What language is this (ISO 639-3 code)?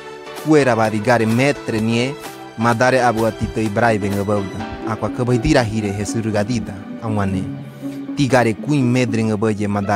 gym